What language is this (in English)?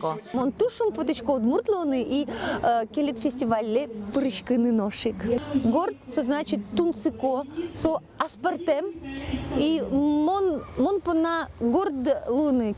Udmurt